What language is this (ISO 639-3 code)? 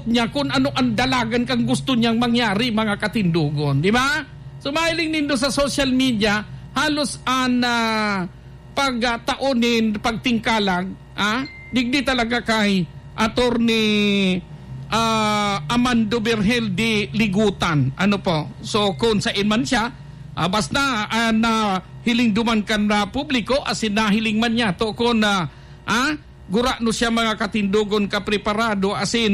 bik